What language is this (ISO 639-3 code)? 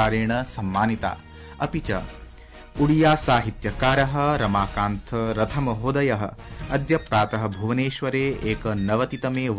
san